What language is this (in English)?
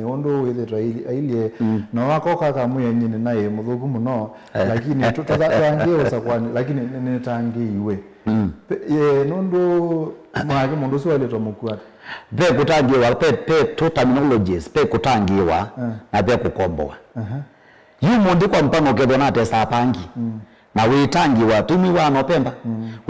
Kamba